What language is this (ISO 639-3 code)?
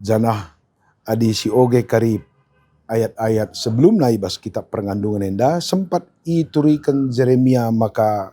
btx